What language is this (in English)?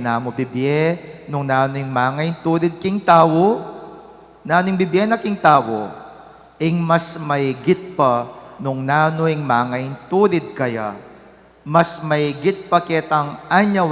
Pampanga